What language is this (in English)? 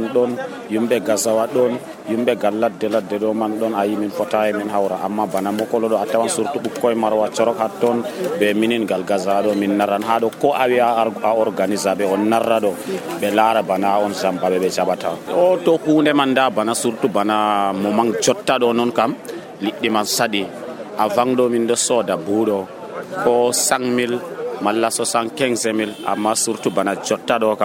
Nigerian Fulfulde